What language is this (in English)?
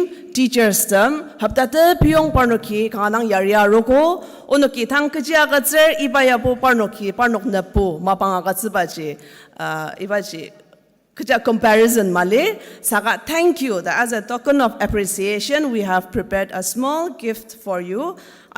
Ao Naga